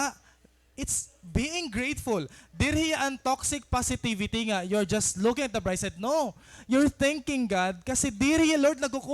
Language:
Waray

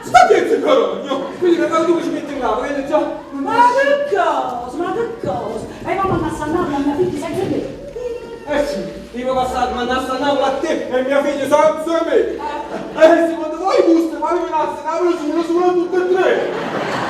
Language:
Neapolitan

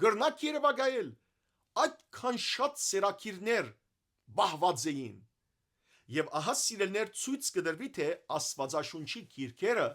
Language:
Western Armenian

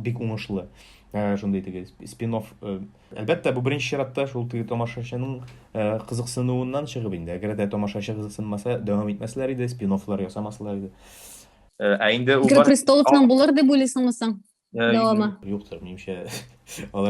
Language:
Tatar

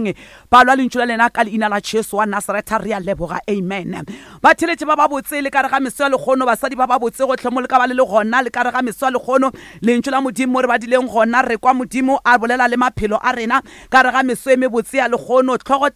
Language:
Northern Sotho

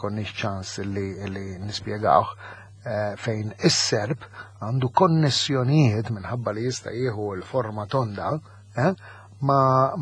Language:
Maltese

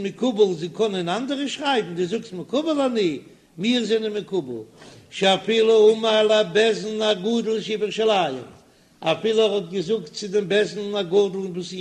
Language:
Yiddish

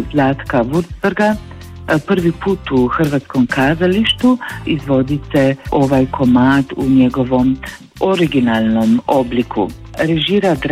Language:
Croatian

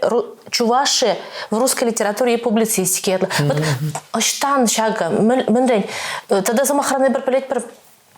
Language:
Chuvash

